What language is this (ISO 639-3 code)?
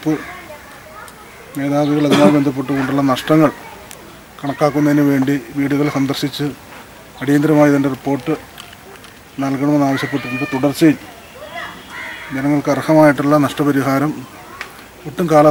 mal